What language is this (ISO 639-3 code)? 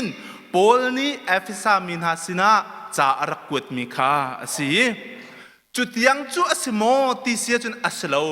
cnh